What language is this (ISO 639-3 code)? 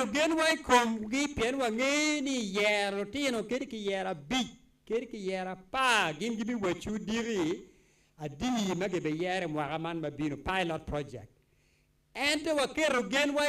ach